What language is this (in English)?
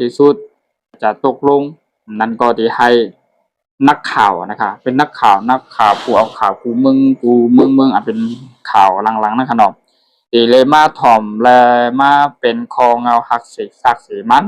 Shan